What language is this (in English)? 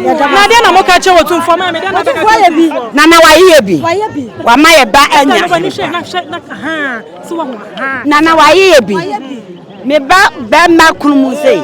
Akan